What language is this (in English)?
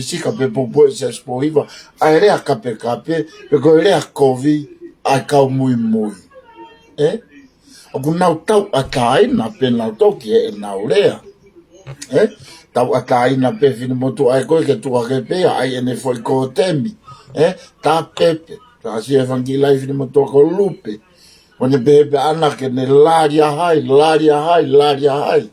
Tongan